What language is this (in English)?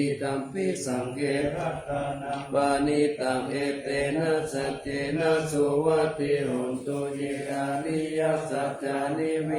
Pali